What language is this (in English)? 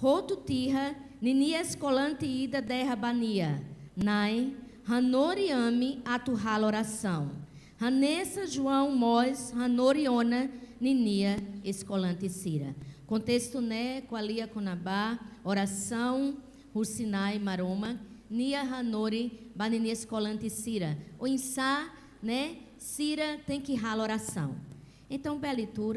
Tetum